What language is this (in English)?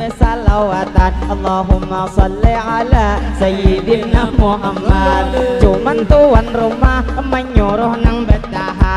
Banjar